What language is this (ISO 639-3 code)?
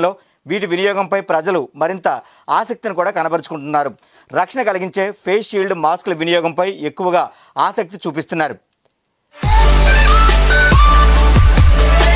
tel